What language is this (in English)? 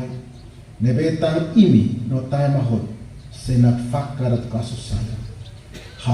Tetum